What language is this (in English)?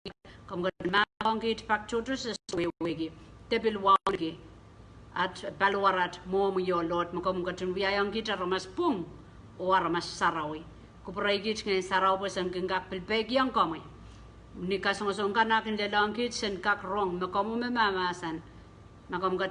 Pohnpeian